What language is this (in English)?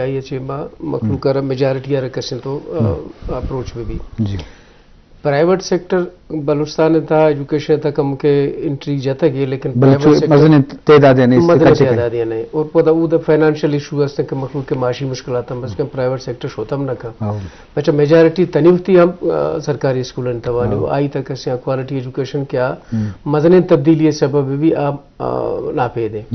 Eastern Balochi